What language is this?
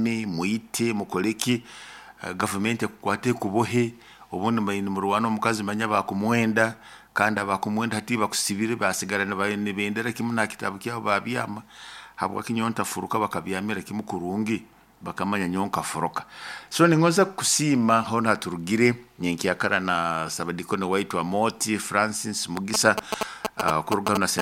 Nyoro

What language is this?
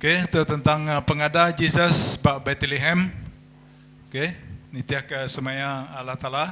Iban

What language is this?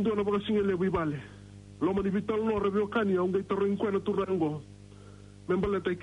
Fijian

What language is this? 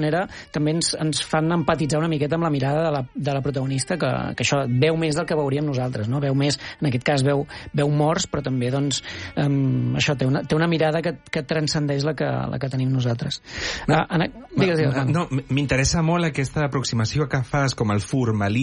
Catalan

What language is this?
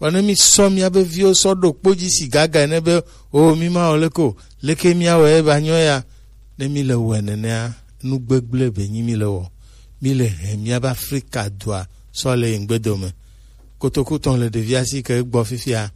Gen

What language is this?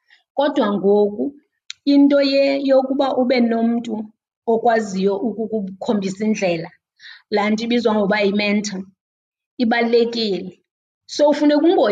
Xhosa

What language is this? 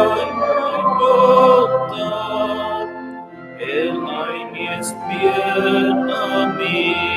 Romansh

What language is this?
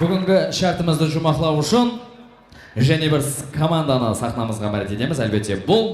Kara-Kalpak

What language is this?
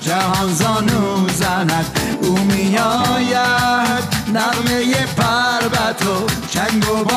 Persian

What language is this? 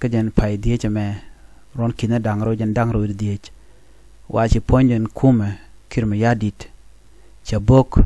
Nuer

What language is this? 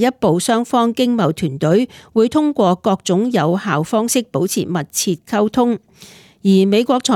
Cantonese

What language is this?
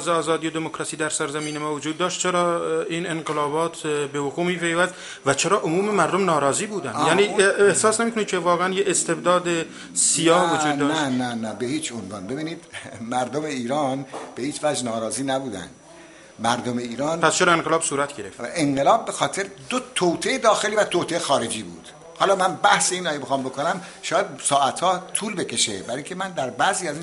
Persian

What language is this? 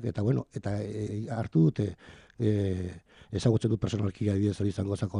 Basque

